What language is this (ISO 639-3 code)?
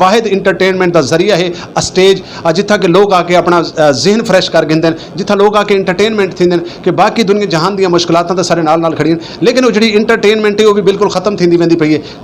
skr